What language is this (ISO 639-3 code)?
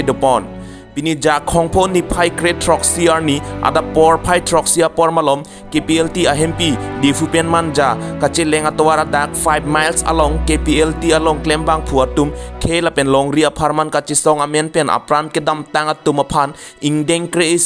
mjw